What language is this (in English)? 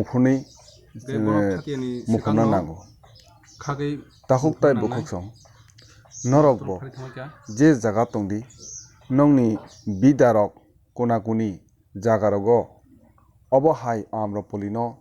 Kok Borok